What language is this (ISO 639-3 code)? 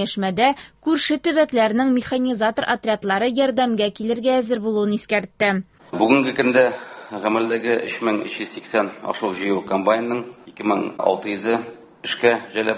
tat